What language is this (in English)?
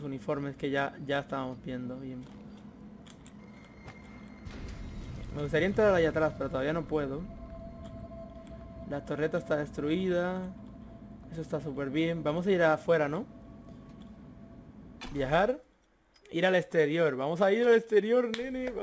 Spanish